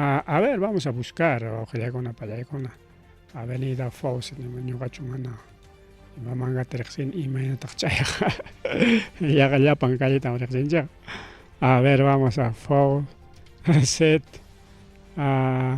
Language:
Ayacucho Quechua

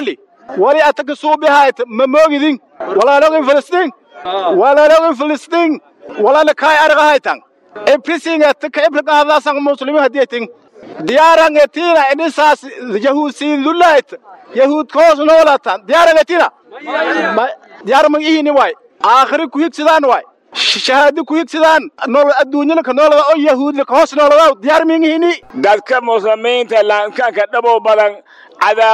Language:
Somali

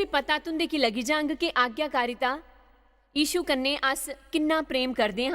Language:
Dogri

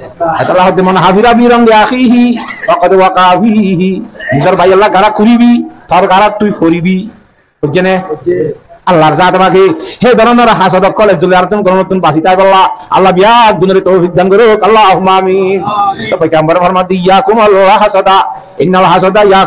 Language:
Rohingya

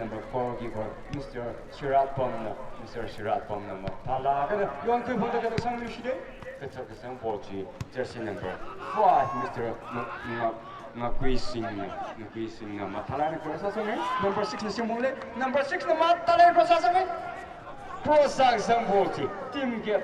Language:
Tangkhul Naga (India)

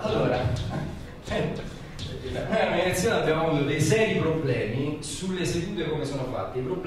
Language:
Italian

